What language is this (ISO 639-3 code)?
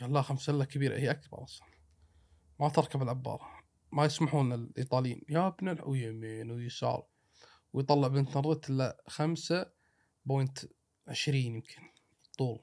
afb